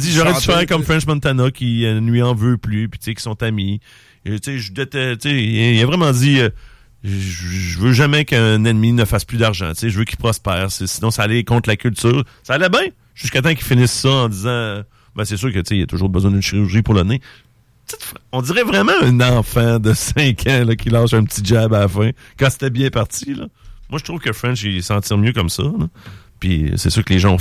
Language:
French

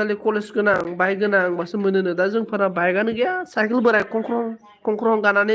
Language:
Bodo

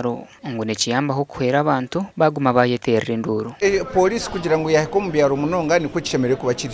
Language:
Nyankole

